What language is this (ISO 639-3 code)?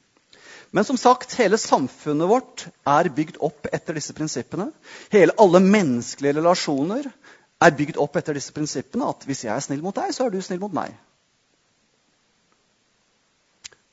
nor